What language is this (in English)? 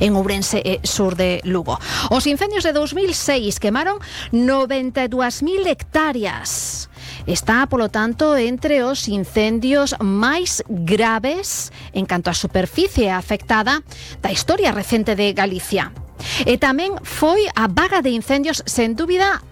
Galician